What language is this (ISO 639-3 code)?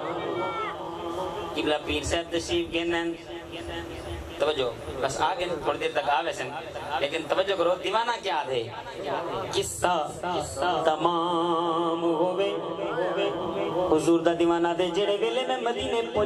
urd